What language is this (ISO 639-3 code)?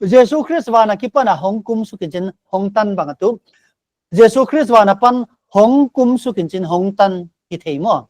pck